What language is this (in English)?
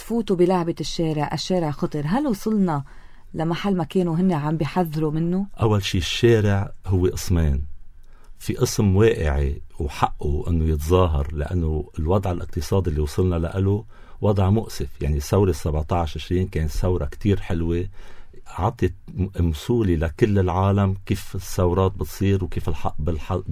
North Levantine Arabic